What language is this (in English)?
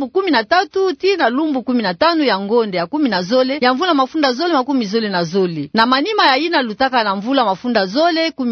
Kituba (Democratic Republic of Congo)